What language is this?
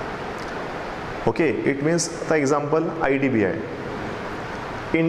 Marathi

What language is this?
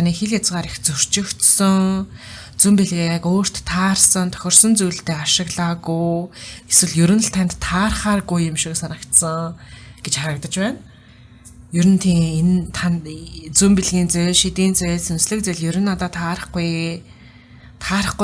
Mongolian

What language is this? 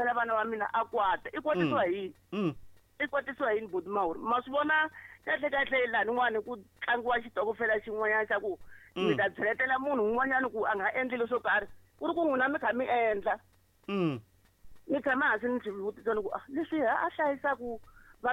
Tsonga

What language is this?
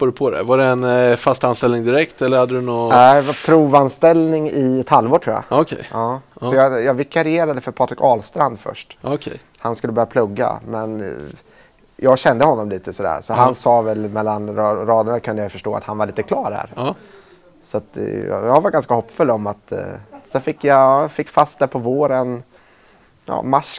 Swedish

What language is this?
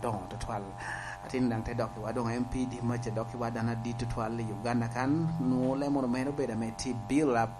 Lango (Uganda)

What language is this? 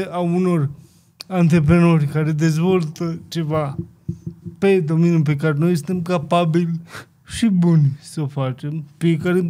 Romanian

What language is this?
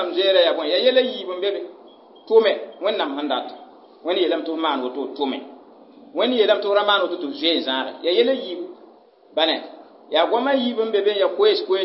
Mossi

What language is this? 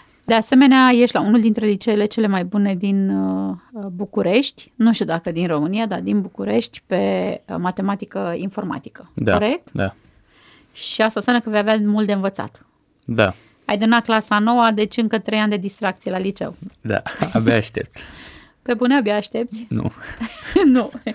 Romanian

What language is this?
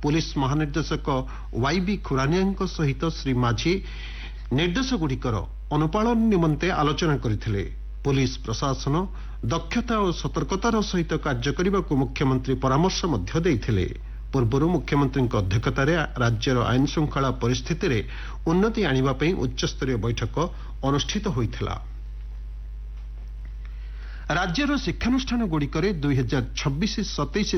Odia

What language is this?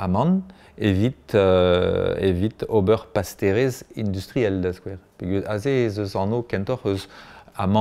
Breton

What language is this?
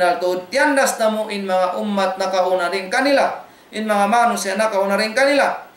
Tausug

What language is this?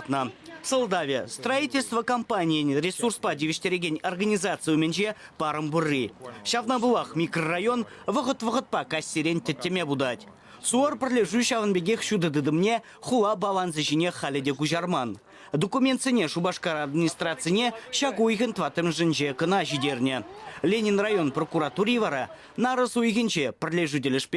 Chuvash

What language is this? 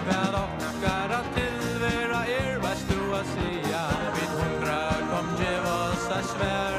Faroese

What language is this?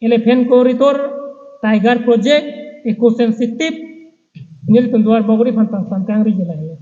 Karbi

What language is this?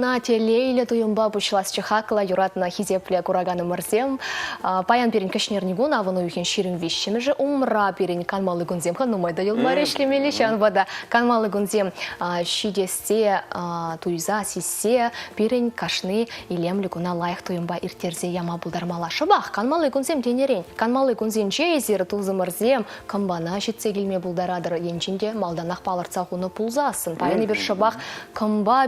Chuvash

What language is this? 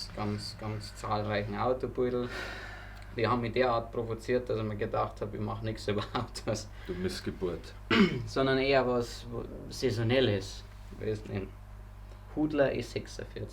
Bavarian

